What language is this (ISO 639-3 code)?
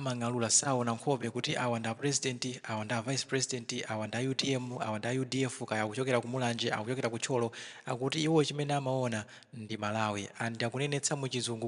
nya